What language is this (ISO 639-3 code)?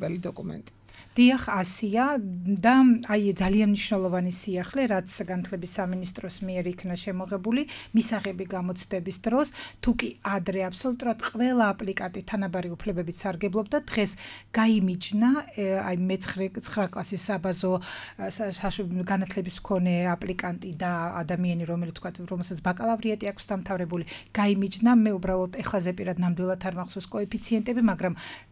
kat